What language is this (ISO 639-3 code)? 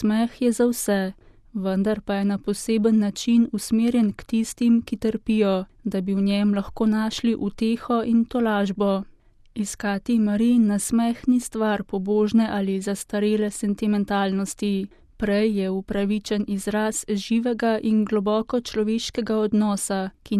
slv